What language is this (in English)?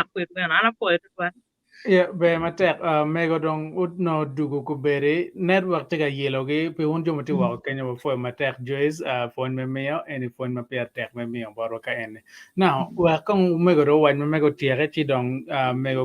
Acoli